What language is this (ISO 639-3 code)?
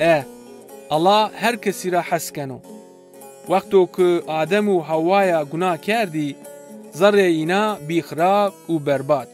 zza